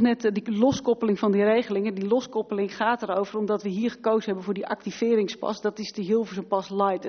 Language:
Dutch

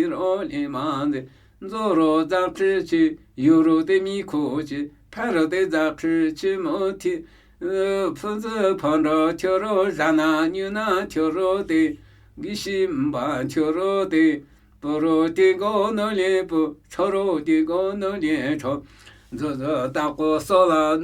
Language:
Namuyi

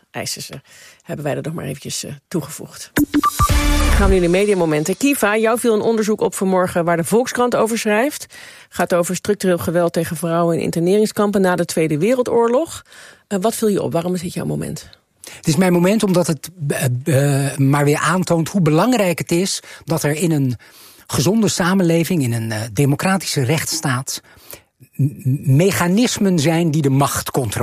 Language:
Dutch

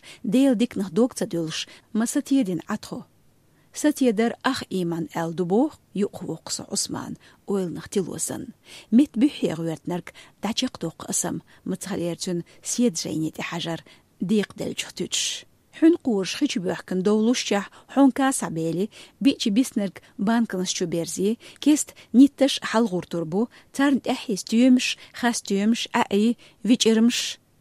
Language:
Chechen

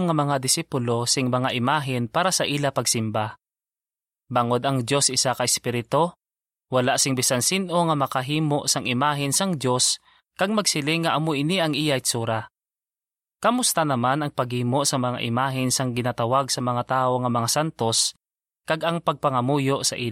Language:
Hiligaynon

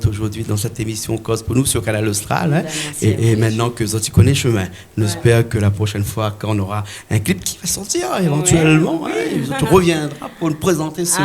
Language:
Réunion Creole French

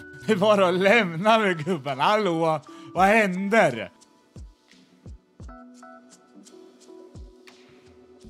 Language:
Swedish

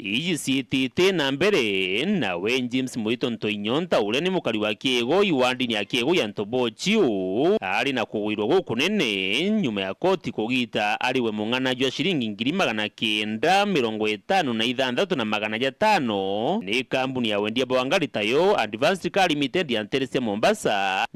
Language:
Meru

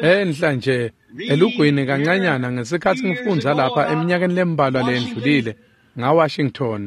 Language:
Swati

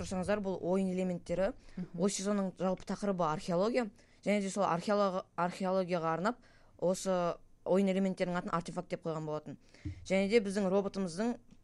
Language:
Kazakh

